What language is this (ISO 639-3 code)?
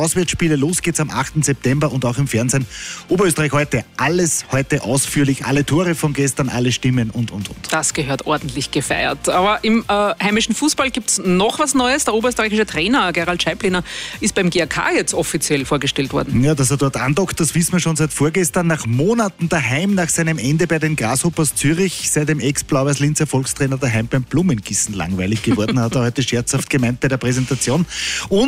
deu